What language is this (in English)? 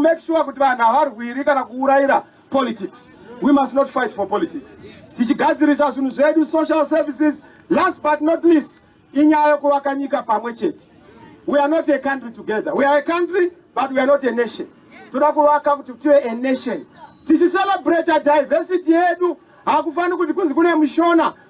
Shona